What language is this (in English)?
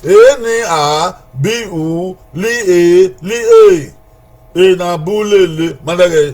Bini